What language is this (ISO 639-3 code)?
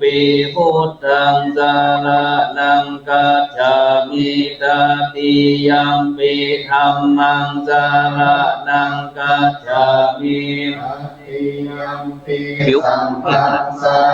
pli